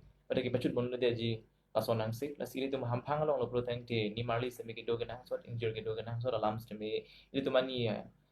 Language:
Karbi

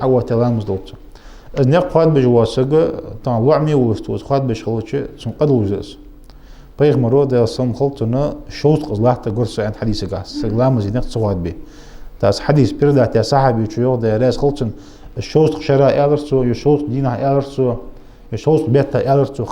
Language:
Ingush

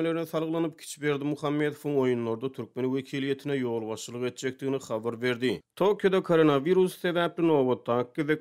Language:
Turkmen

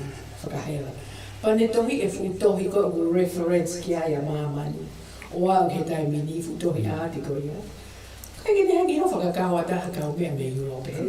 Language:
Tongan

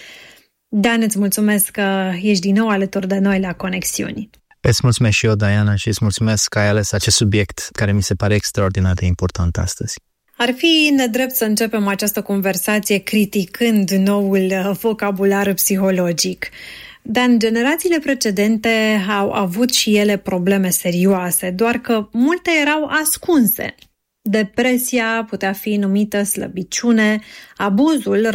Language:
Romanian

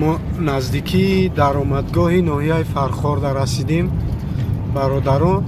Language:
Tajik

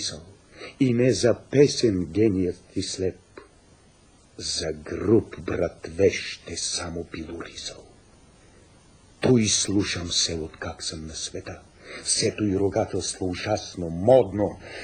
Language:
Bulgarian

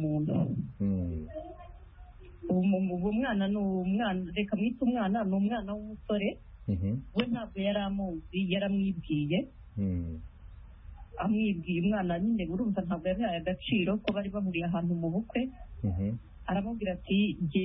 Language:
Kinyarwanda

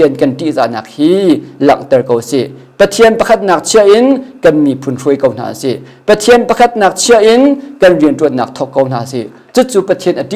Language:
Hakha Chin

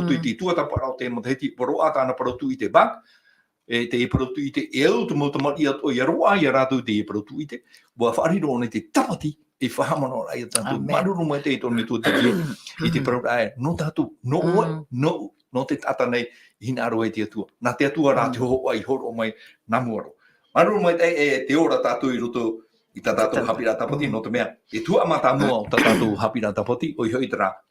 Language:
Tahitian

